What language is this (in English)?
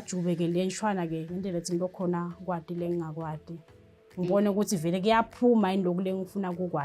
Swati